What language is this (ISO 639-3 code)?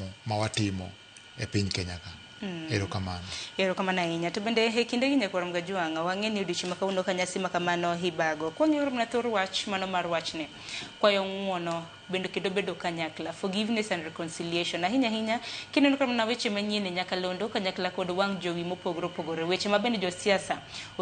luo